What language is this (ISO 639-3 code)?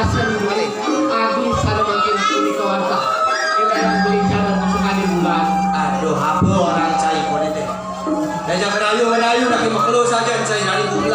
ban